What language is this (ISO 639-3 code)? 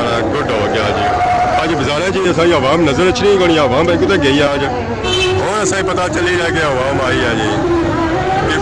phr